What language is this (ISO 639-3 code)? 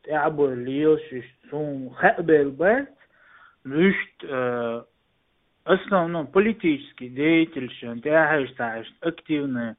che